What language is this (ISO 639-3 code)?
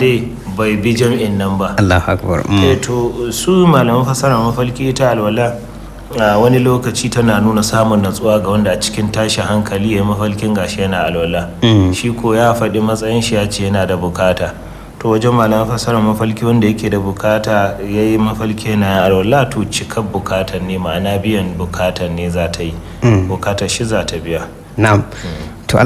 hau